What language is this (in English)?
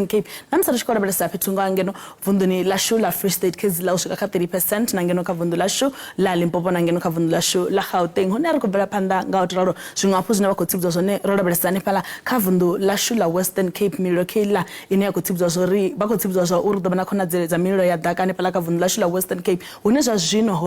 Venda